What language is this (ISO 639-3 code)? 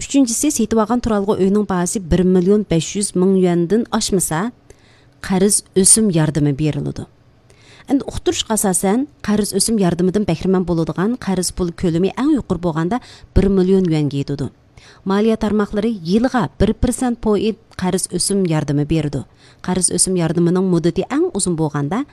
uig